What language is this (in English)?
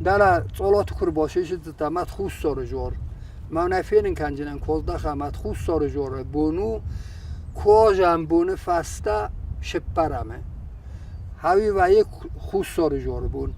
Ossetic